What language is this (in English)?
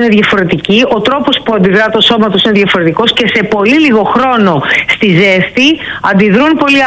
Greek